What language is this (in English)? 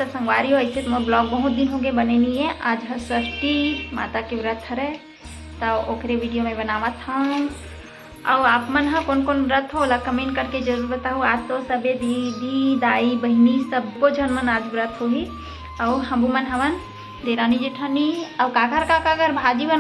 Chhattisgarhi